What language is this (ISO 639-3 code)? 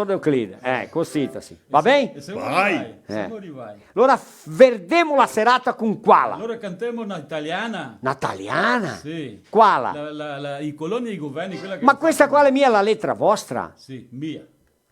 vec